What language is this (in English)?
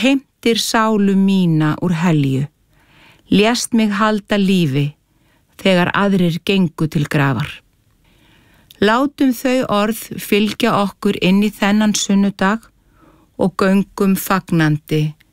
Icelandic